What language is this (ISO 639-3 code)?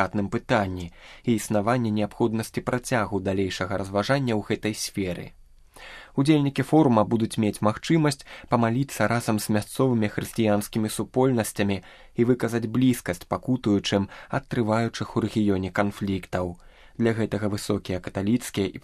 bel